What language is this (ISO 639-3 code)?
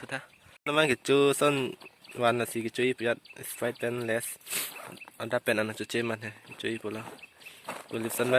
mjw